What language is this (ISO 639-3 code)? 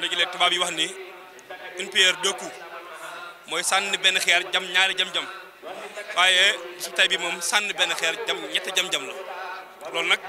wol